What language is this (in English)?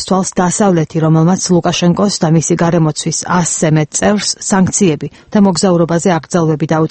Georgian